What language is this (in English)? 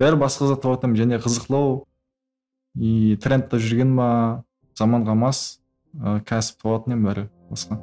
Kara-Kalpak